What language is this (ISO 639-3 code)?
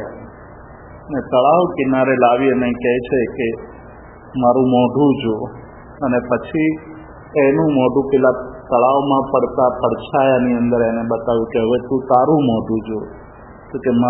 guj